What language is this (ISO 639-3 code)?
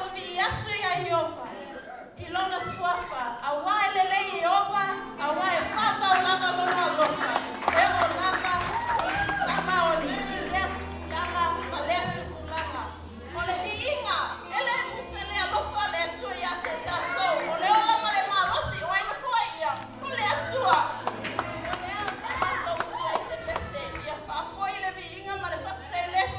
smo